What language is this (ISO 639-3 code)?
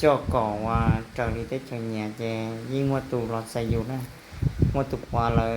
hmn